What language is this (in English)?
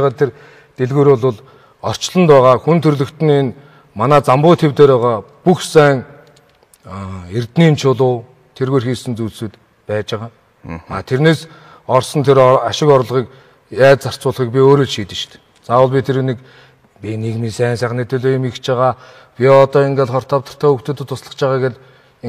Mongolian